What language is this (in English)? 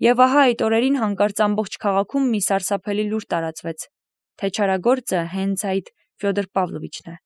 Armenian